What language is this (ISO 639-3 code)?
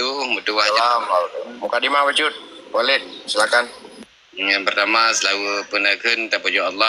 ace